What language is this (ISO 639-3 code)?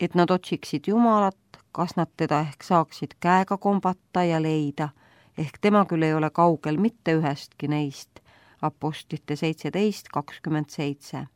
est